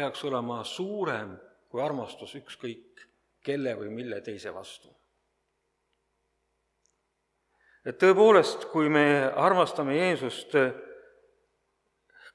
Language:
Estonian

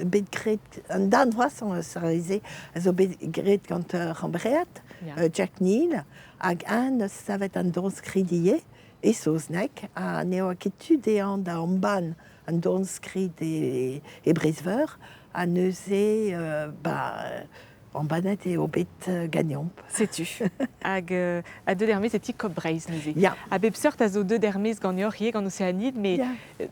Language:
Breton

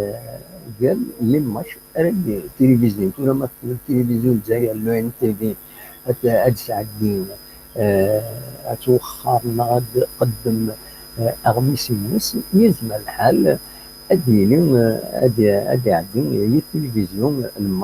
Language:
Kabyle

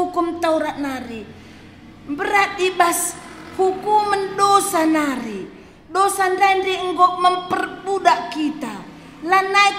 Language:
Batak Karo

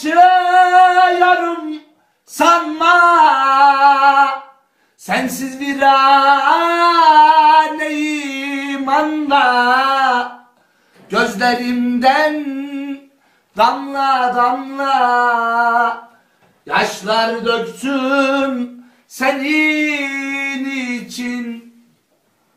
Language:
Turkish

